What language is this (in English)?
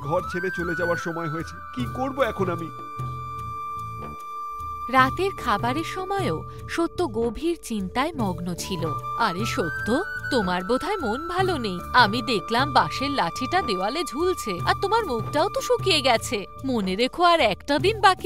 Bangla